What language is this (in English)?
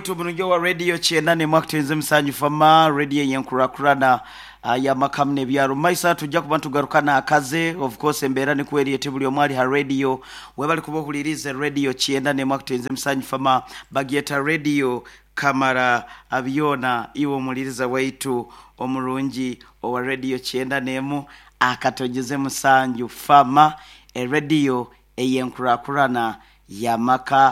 Nyoro